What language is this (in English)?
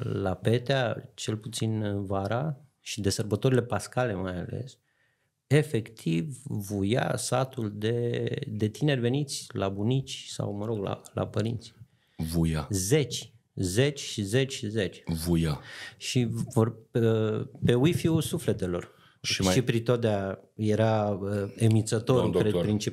Romanian